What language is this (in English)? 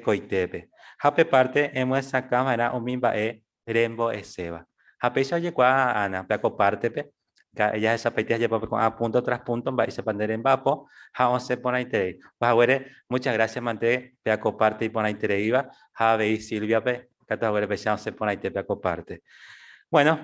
Guarani